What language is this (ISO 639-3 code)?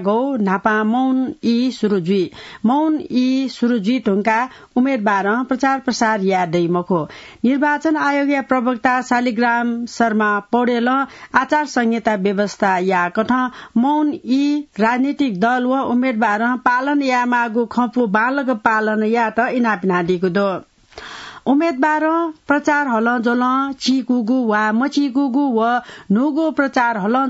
new